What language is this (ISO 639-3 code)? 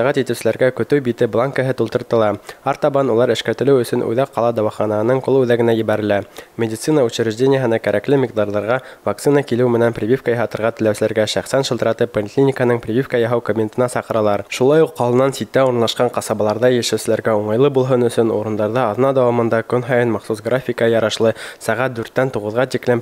bak